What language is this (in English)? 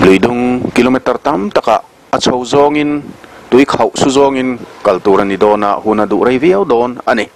Mizo